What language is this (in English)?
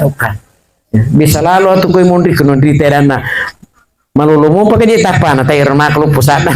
Buginese